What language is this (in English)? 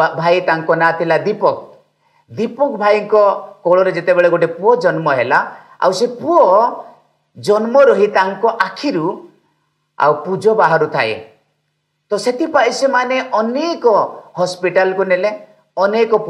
Odia